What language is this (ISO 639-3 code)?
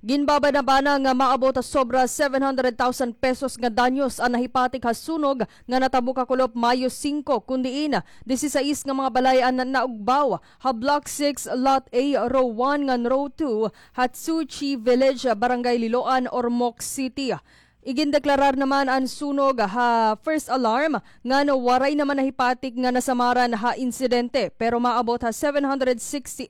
war